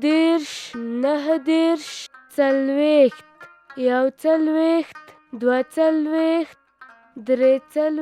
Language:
Pashto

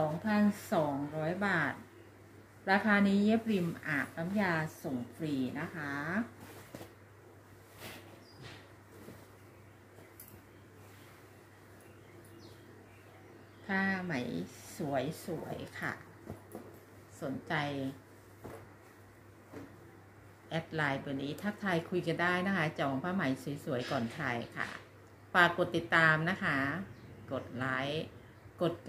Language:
Thai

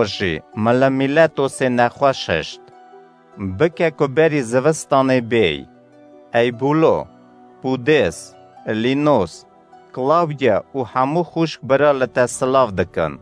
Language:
Kurdish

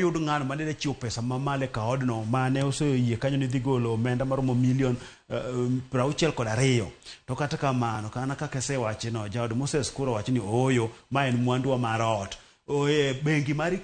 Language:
Luo (Kenya and Tanzania)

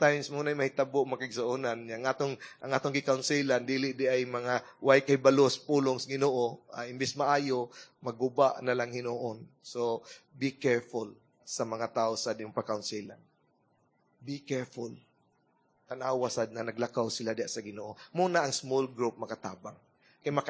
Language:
Cebuano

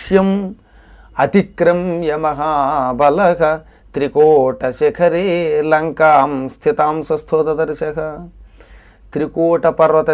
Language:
Telugu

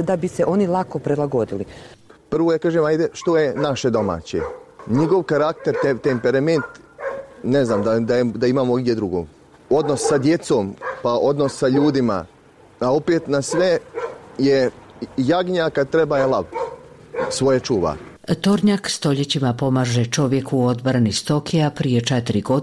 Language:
Bosnian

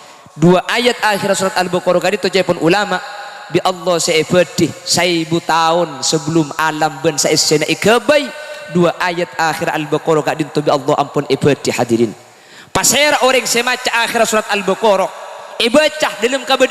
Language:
Madurese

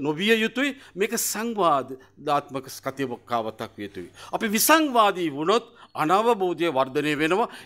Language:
Sinhala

